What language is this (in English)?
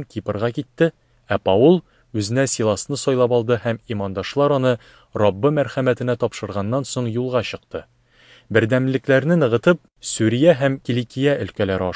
Tatar